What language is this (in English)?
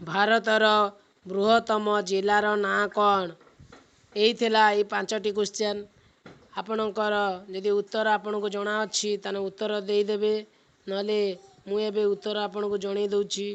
Odia